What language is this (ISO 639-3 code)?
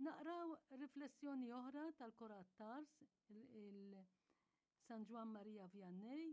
mlt